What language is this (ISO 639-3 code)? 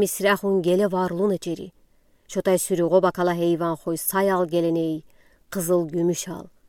udi